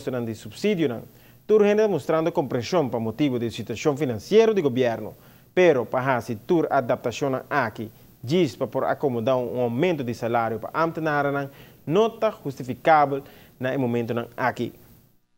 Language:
Papiamento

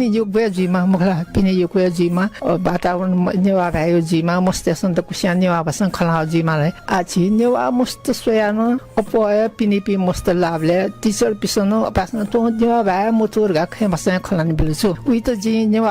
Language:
Newari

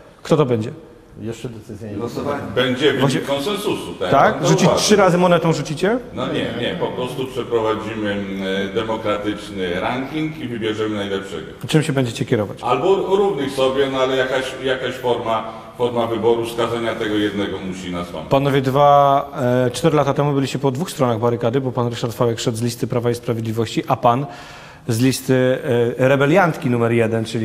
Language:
Polish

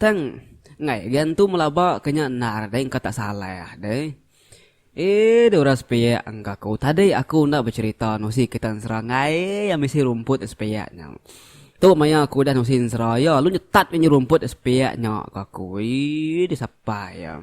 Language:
Iban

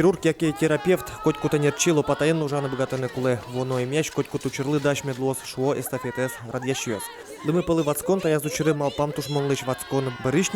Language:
Udmurt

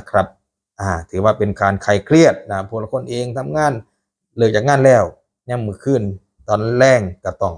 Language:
Northeastern Thai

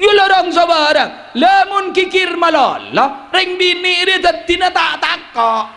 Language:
Madurese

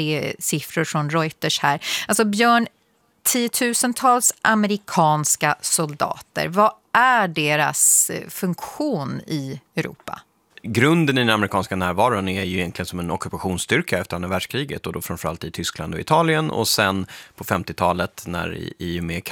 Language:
Swedish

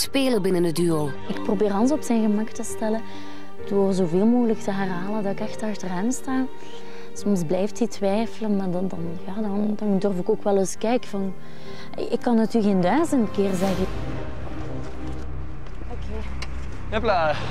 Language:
Dutch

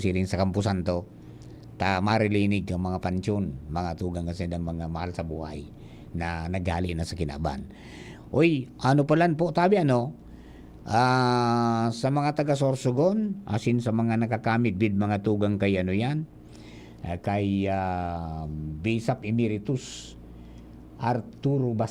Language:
Bikol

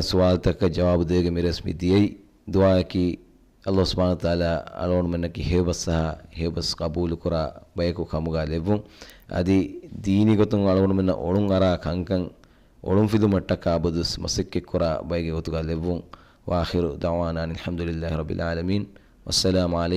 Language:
Divehi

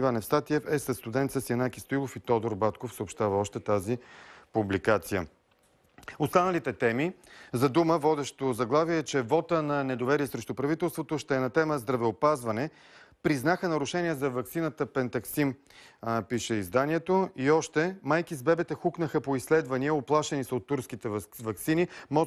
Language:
Bulgarian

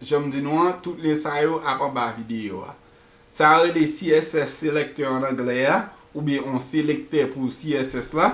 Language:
Haitian Creole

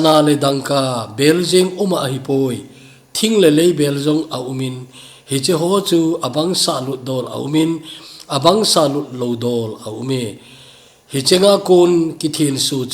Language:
Thado Chin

